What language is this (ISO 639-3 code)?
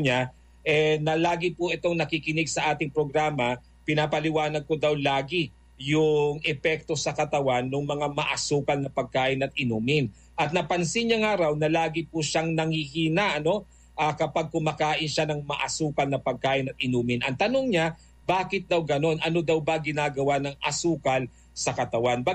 fil